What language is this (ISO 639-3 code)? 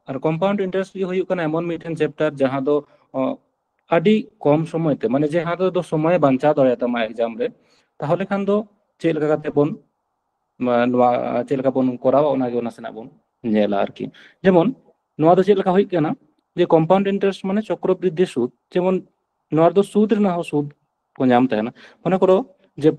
sat